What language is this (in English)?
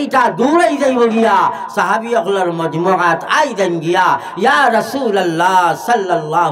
Sylheti